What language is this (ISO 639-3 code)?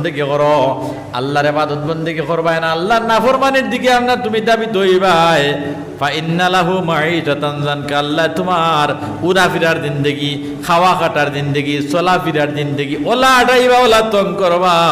syl